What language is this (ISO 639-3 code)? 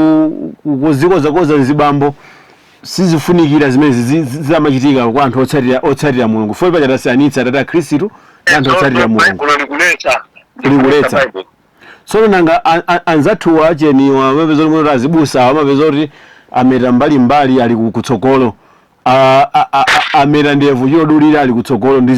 nya